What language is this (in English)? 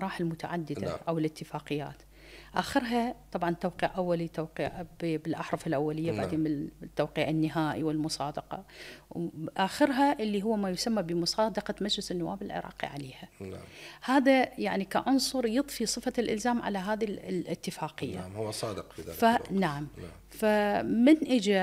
Mesopotamian Arabic